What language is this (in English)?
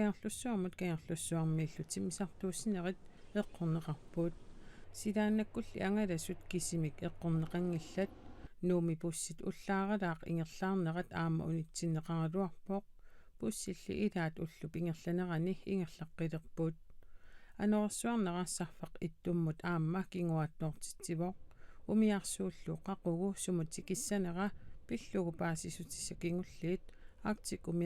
Kalaallisut